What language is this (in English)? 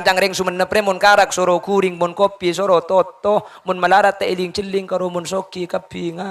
Madurese